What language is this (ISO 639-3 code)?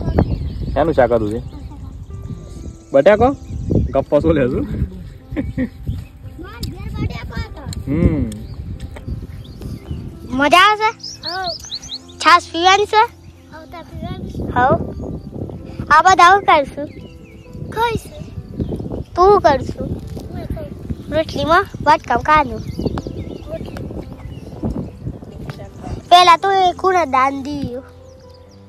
guj